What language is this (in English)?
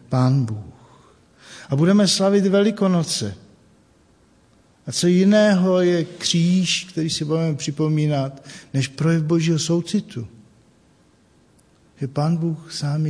Czech